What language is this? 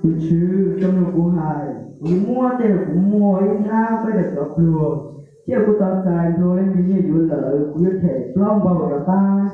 Hmong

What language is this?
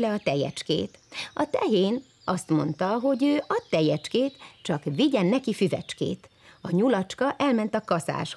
Hungarian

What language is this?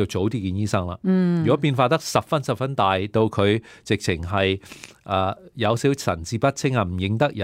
Cantonese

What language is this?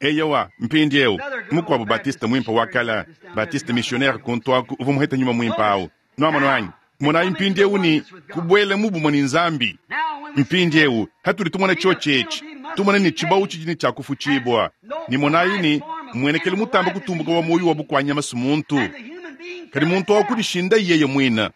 Luba-Lulua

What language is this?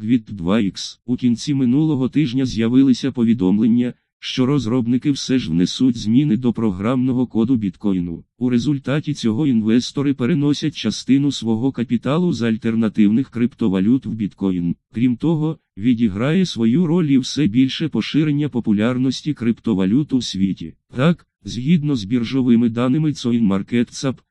Ukrainian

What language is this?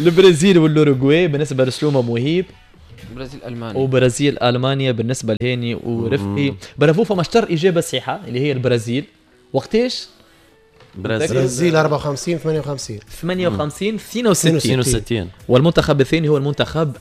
Tunisian Arabic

